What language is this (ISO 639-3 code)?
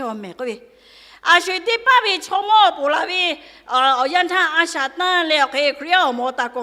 lhu